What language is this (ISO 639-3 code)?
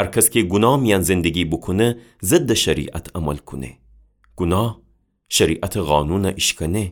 glk